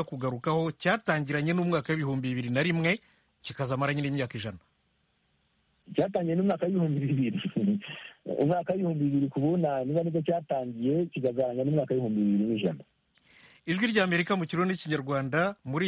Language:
Kinyarwanda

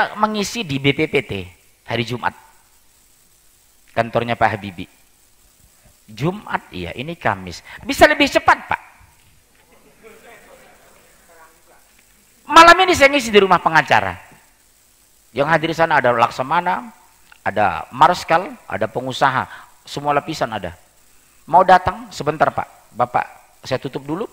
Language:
Indonesian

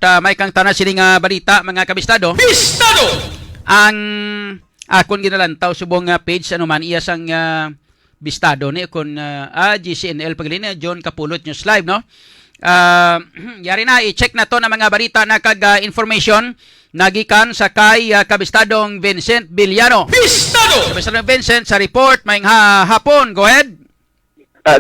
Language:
Hiligaynon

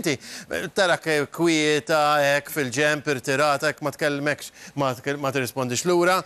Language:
Maltese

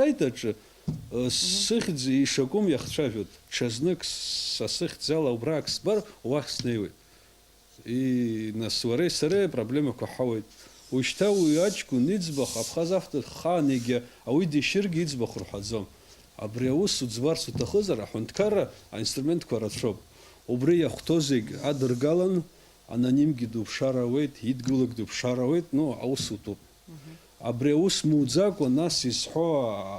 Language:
Abkhazian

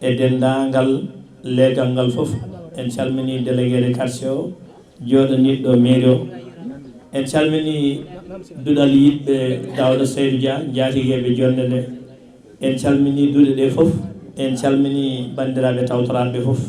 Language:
Fula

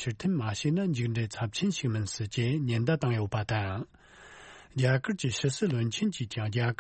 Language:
Tibetan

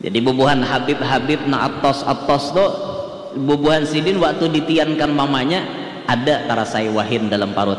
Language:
Banjar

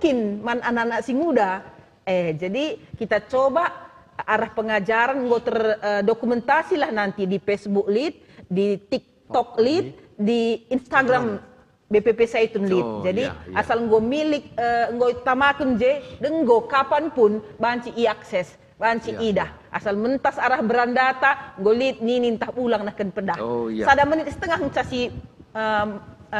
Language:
Batak Karo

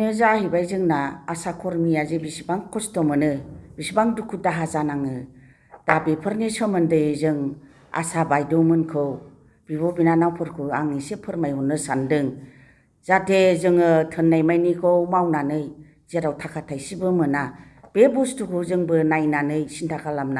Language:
Bodo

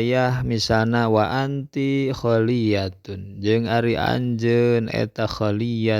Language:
Sundanese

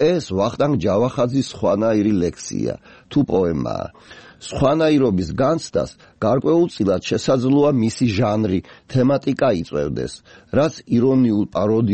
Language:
Georgian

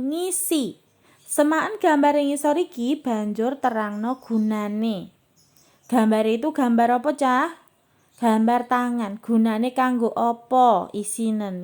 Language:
Javanese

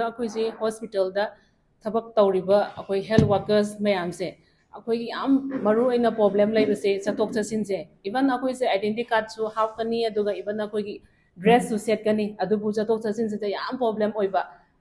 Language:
Manipuri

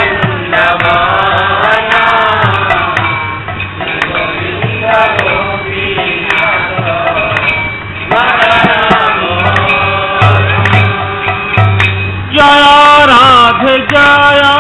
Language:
Odia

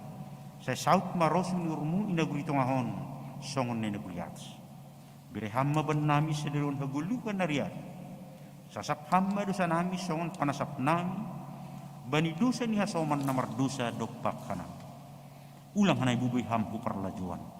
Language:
Batak Simalungun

